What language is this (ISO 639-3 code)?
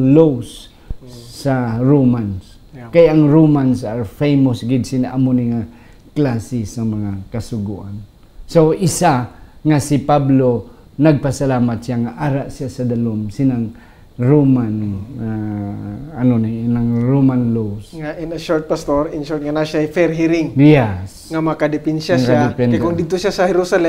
hil